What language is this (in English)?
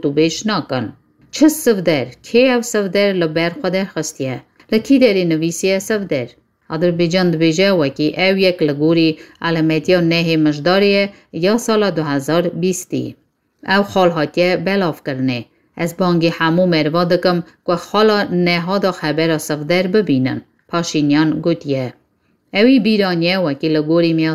Kurdish